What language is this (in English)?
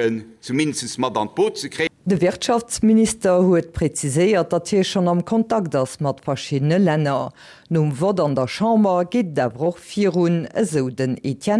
Luxembourgish